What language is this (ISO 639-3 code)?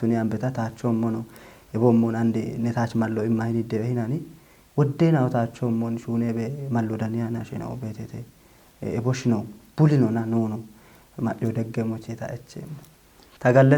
kbr